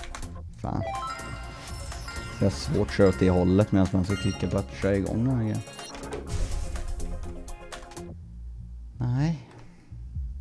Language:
Swedish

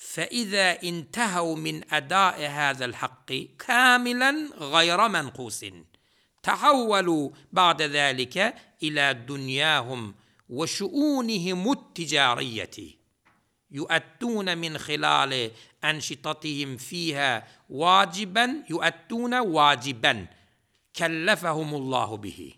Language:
Turkmen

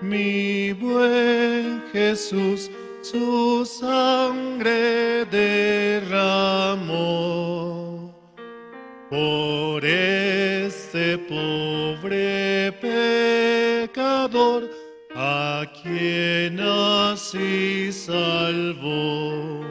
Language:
Aymara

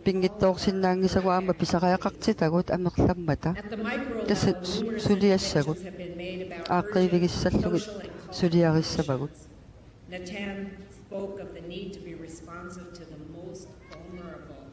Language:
Kalaallisut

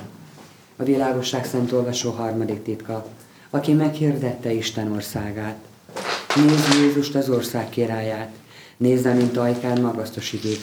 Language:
Hungarian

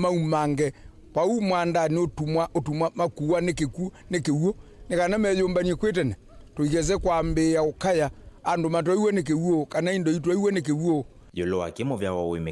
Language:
Kamba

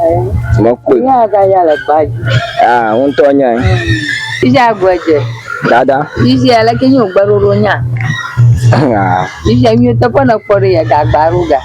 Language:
Ewe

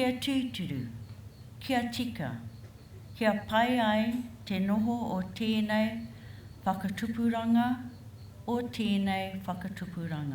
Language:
Māori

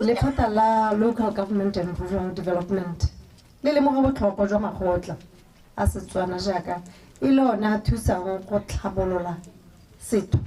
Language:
Tswana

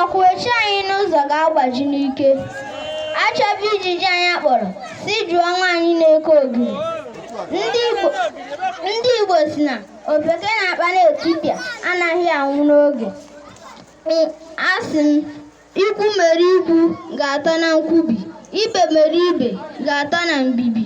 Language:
Igbo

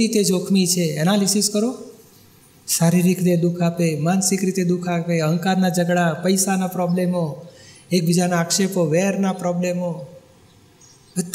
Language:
Gujarati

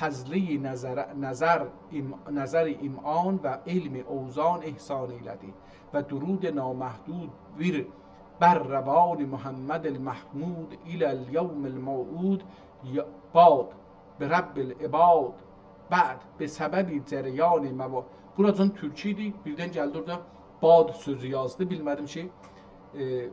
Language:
South Azerbaijani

